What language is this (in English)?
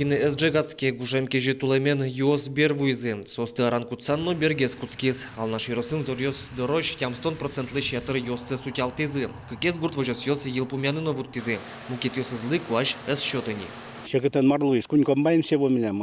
Udmurt